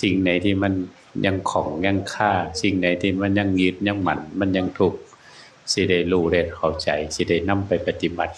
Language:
Northeastern Thai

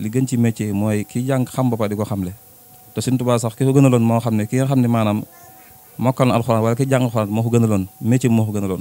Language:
Wolof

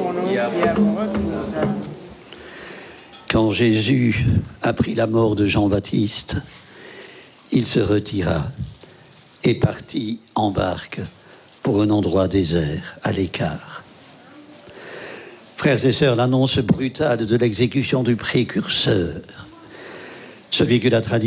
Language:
French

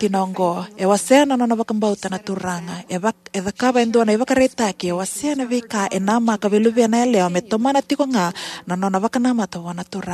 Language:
Fijian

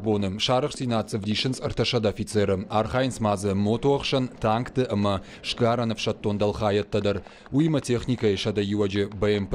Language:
Ossetic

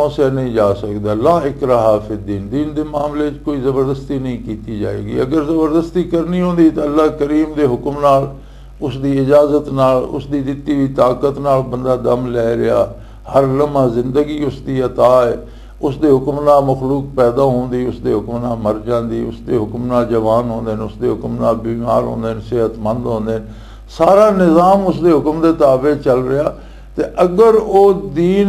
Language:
Western Panjabi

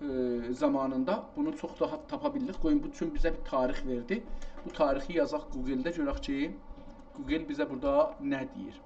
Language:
South Azerbaijani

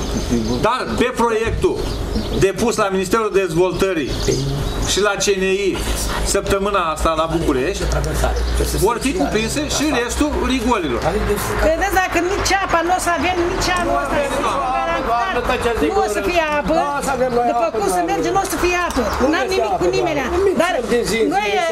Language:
Romanian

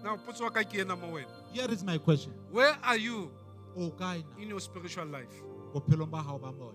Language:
Southern Sotho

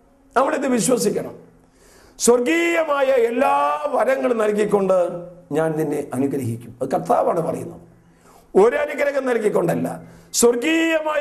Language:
Malayalam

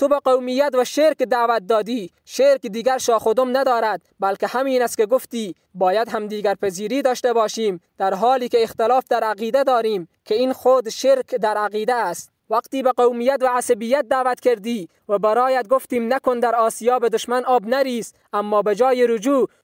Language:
Tajik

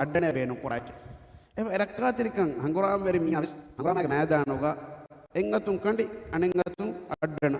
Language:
Divehi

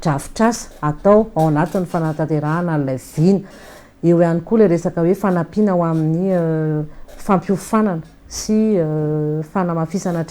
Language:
Malagasy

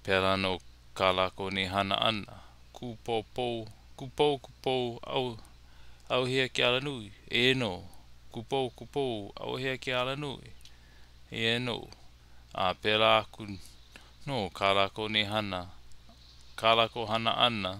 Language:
Hawaiian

